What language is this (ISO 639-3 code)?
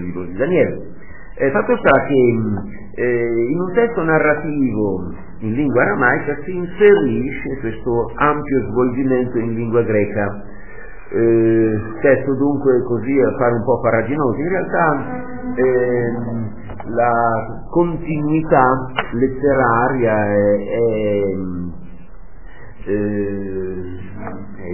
ita